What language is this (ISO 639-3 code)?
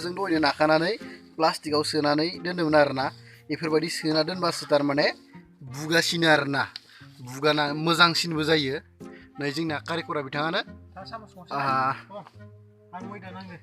brx